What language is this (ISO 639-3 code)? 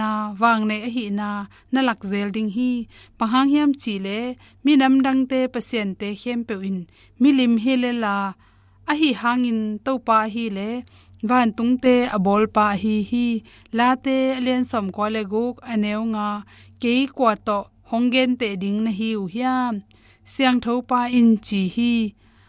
ctd